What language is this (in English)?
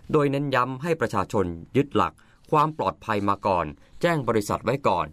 Thai